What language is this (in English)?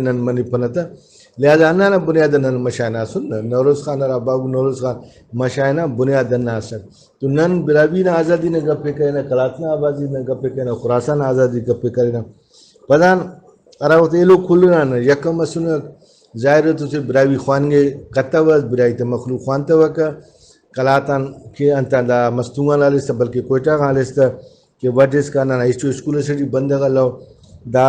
Brahui